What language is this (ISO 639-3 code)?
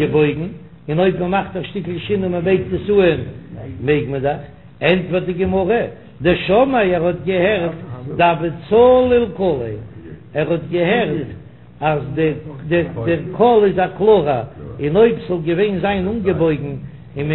yid